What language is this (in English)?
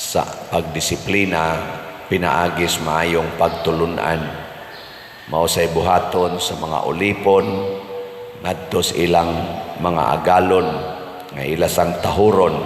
Cebuano